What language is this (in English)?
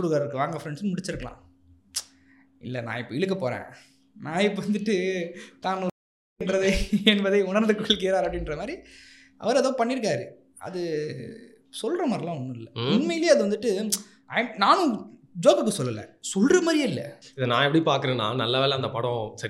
Tamil